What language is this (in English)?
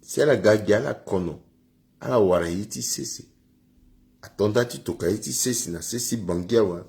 Sango